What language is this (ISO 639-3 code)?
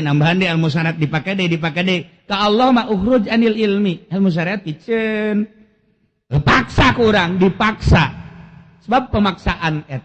sun